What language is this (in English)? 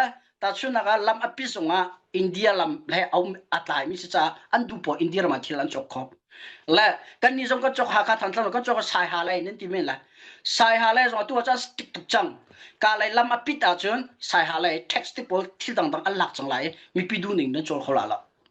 Hakha Chin